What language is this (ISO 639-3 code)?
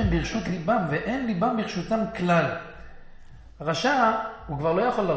heb